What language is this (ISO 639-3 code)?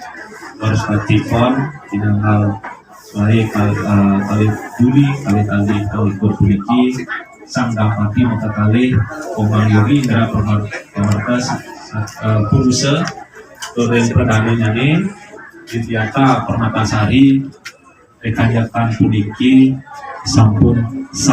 ban